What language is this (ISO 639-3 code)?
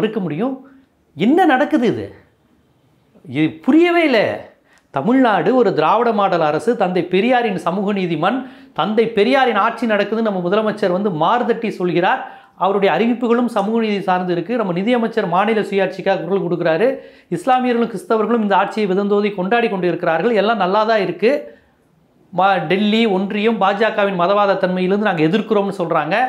tam